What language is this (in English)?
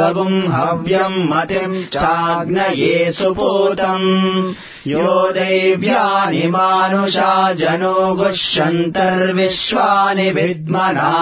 Sanskrit